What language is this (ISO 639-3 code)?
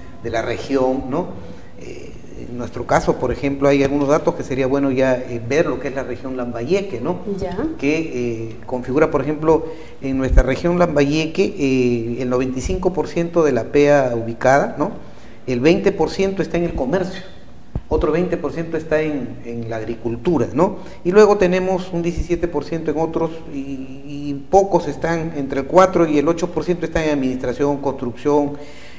spa